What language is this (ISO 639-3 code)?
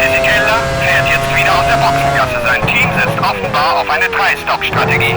bar